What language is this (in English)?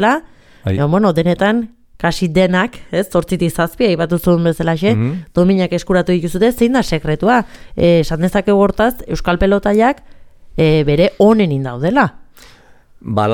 Basque